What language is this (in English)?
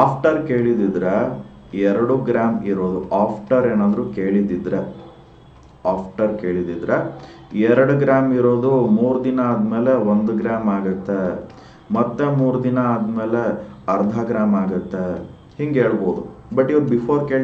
Kannada